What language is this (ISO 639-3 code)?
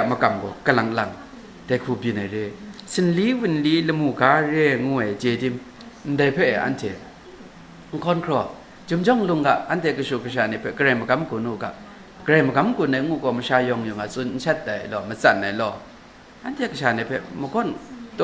kac